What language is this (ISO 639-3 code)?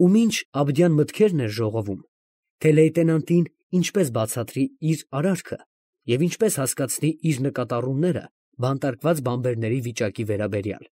hye